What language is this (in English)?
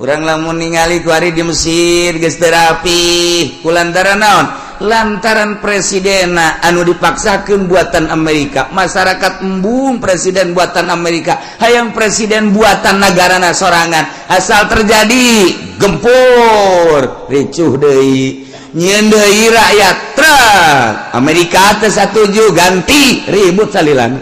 Sundanese